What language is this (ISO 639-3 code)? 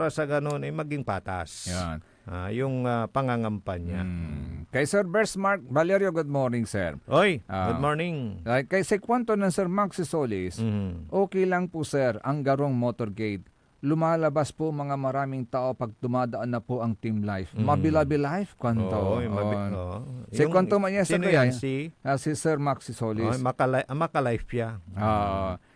pag